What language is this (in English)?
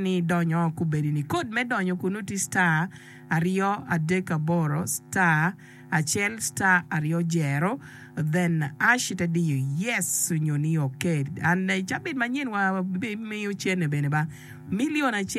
Acoli